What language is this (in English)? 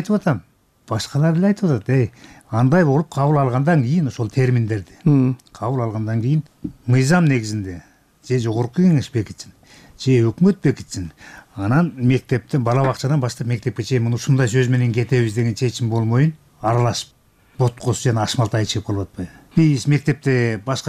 Kyrgyz